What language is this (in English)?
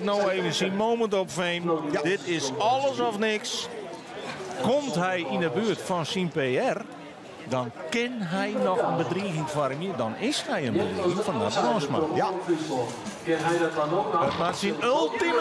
Western Frisian